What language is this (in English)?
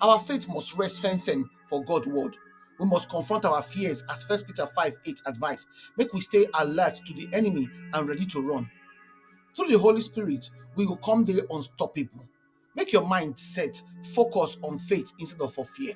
Nigerian Pidgin